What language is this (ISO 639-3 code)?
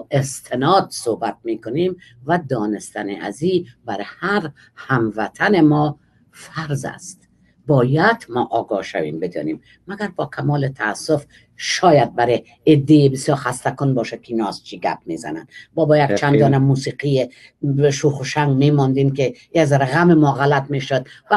fas